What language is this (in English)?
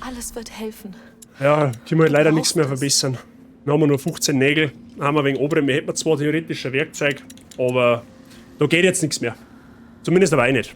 Bavarian